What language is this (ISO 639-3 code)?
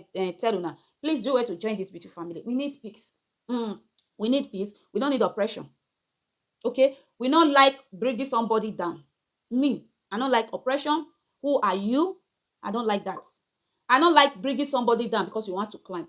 pcm